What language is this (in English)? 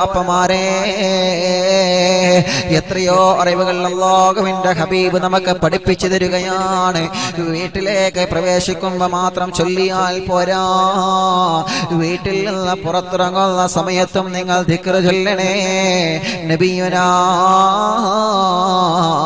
Malayalam